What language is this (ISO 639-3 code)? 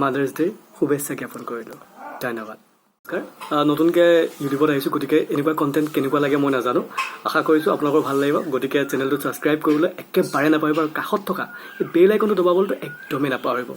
asm